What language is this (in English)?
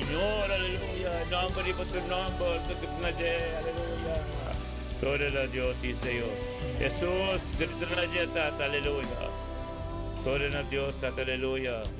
Papiamento